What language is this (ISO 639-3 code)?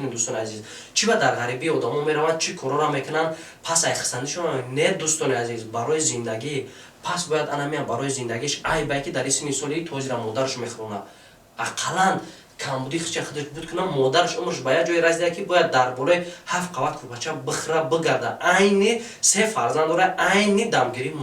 tgk